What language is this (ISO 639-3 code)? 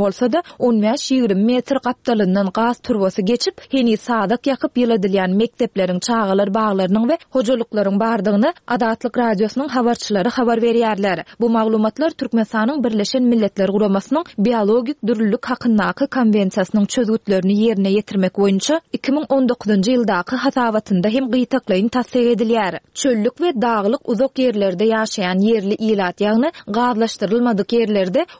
tuk